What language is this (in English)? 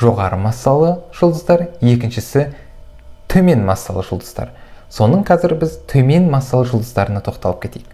Kazakh